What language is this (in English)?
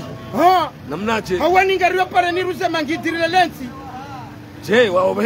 Ngazidja Comorian